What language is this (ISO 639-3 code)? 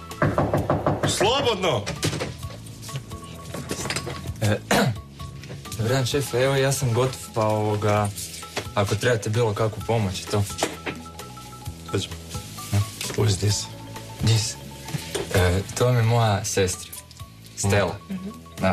hrv